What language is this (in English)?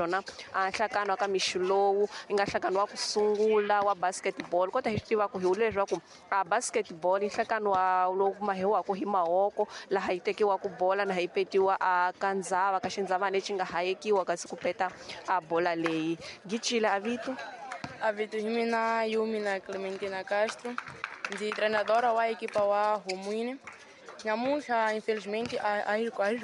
Tsonga